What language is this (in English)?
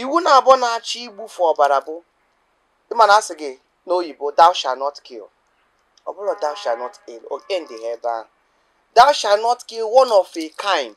Igbo